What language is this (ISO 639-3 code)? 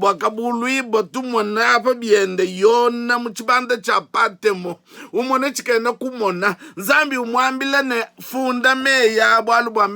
lua